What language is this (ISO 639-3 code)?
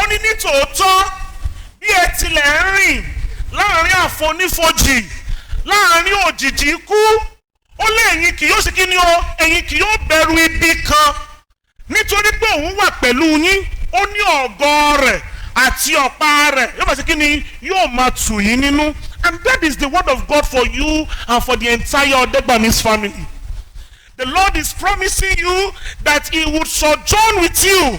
yor